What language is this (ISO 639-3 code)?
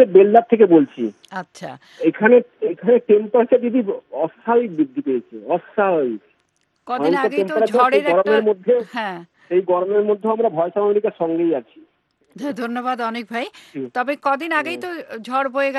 ben